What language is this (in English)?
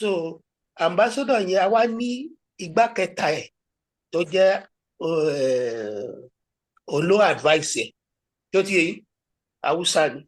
Yoruba